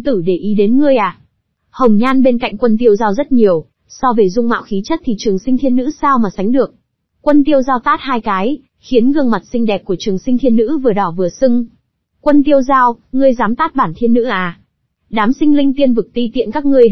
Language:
Vietnamese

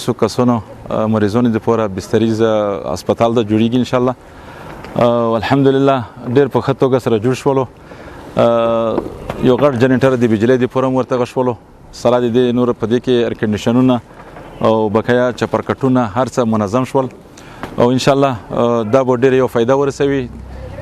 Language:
Pashto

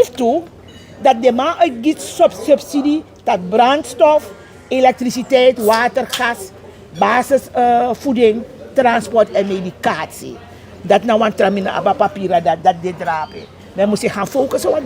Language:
Sranan Tongo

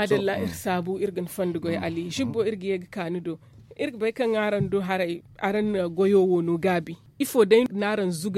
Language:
Zarma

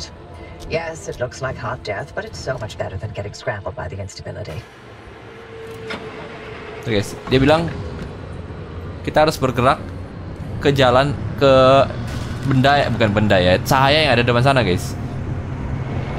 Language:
Indonesian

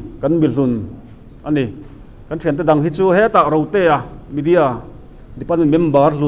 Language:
Mizo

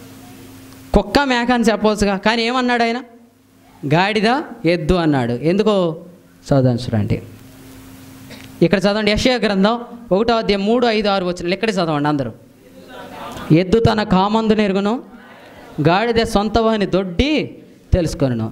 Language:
Telugu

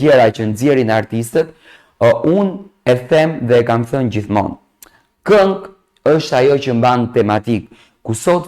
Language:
Albanian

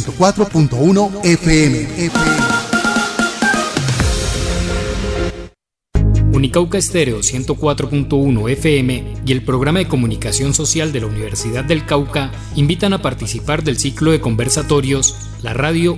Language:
Spanish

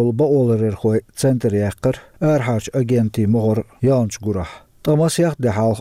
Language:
Chechen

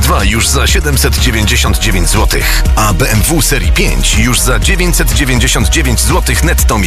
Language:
Polish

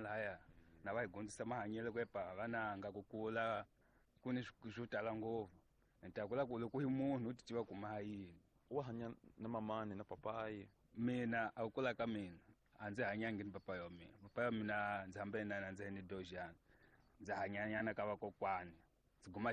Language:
Tsonga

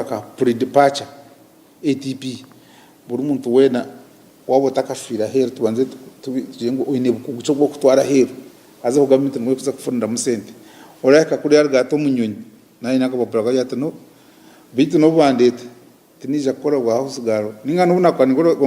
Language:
Nyankole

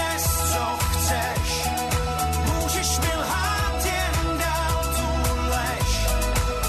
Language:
Czech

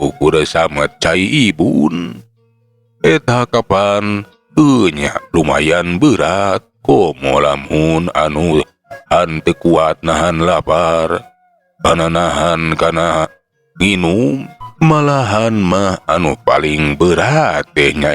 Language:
Sundanese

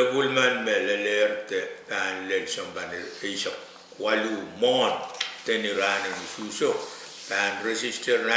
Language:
Pohnpeian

